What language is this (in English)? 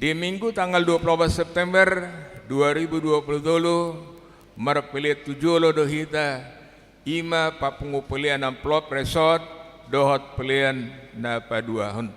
Batak Toba